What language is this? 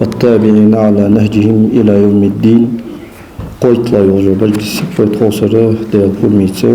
Ingush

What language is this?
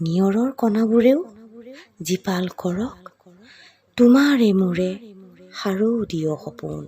Assamese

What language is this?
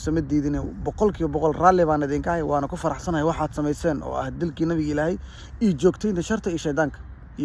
Somali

